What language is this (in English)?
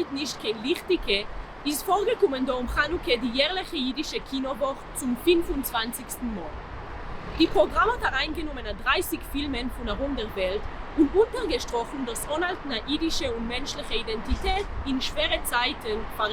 Yiddish